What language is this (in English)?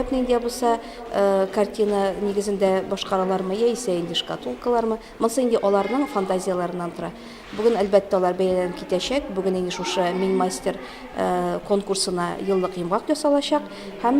Tatar